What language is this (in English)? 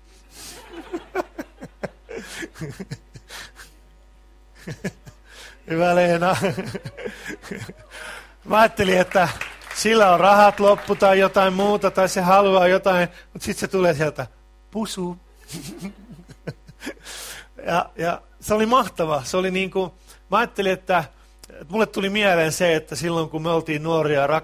Finnish